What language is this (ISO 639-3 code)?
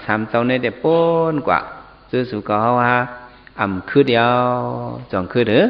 shn